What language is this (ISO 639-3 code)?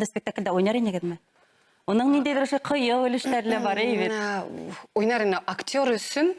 bak